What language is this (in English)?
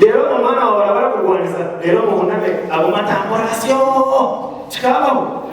Nyankole